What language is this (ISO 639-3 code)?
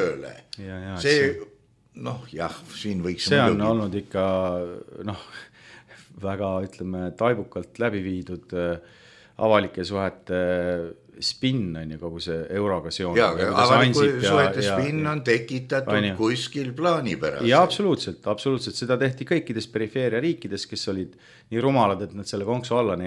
est